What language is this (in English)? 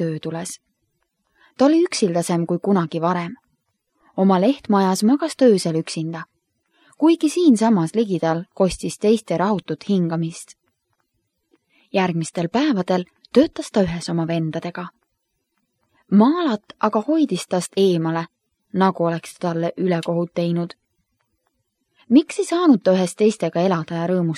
Estonian